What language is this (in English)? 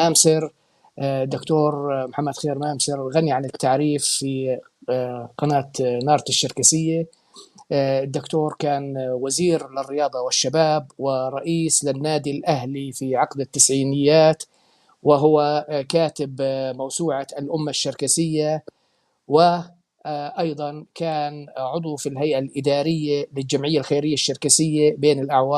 North Levantine Arabic